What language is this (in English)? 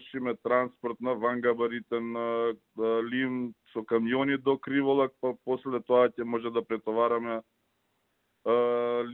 Macedonian